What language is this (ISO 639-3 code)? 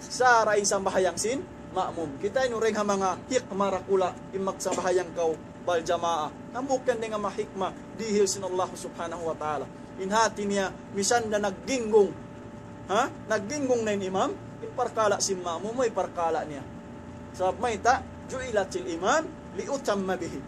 tsg